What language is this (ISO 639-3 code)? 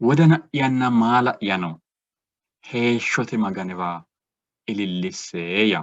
sid